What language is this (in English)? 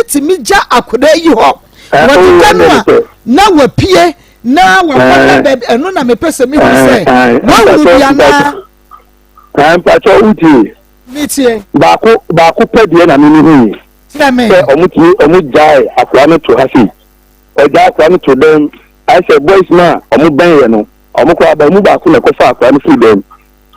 Akan